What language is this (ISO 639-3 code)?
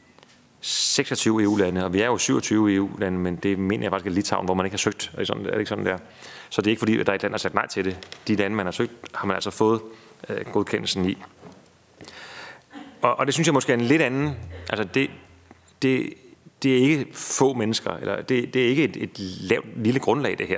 dan